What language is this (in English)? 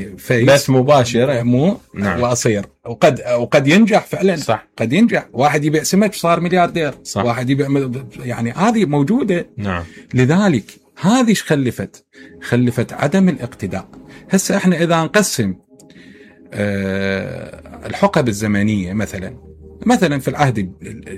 Mesopotamian Arabic